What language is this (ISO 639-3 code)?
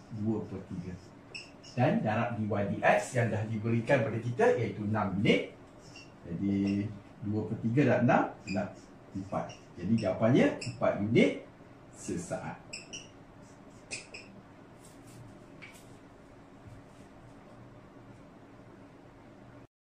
msa